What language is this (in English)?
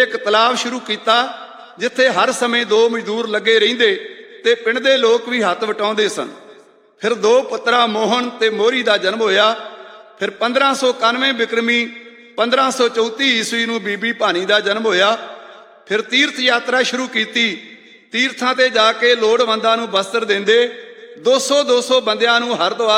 Punjabi